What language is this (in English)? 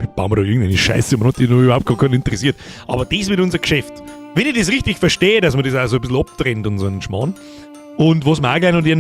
Bavarian